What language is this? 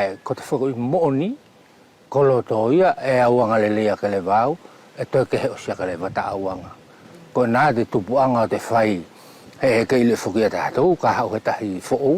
Wallisian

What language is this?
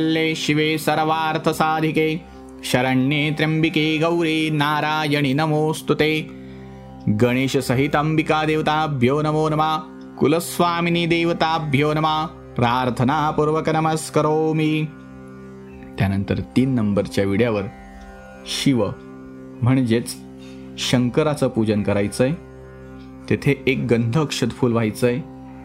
Marathi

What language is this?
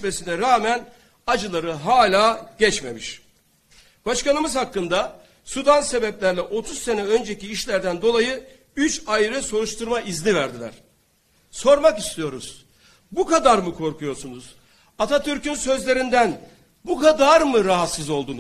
Turkish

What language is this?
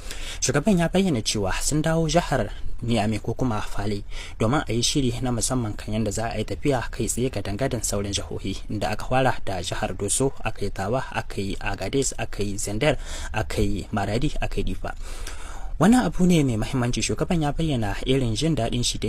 Hausa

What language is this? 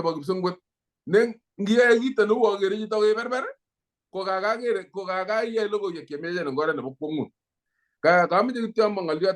Kalenjin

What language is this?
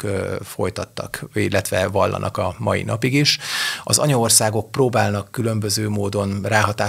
Hungarian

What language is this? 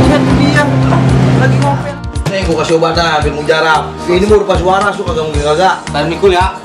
Betawi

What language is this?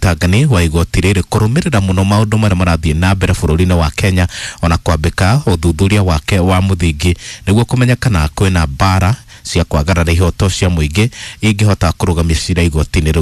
Kikuyu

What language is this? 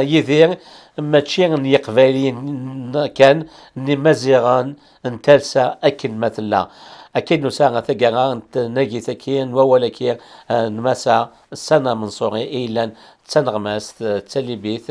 Kabyle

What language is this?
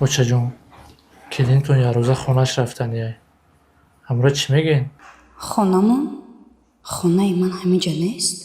Tajik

